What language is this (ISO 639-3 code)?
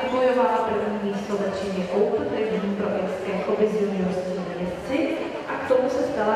ces